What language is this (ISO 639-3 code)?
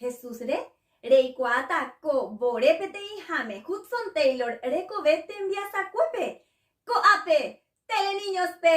grn